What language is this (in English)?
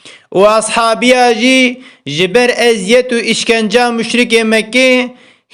Kurdish